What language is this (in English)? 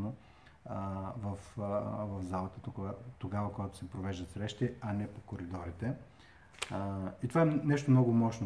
Bulgarian